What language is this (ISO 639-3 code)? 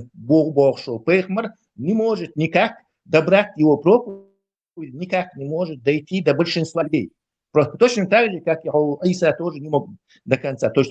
che